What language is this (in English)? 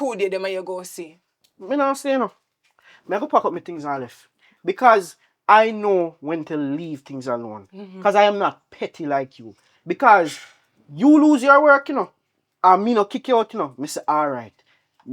Jamaican Creole English